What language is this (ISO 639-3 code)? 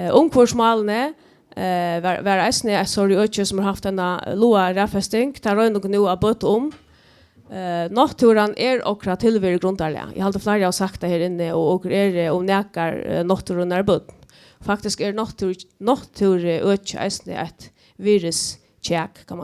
fao